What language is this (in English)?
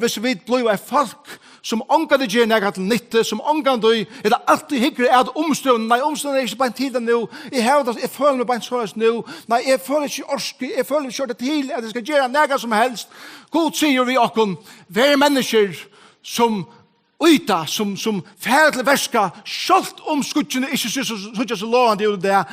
Faroese